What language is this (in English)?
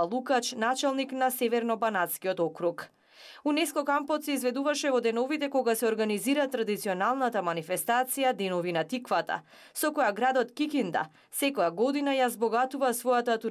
Macedonian